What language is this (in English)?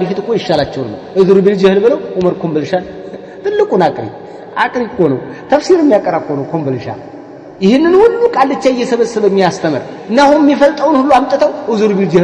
Amharic